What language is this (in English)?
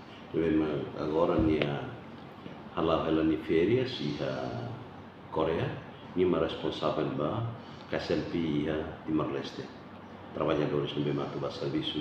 Tetum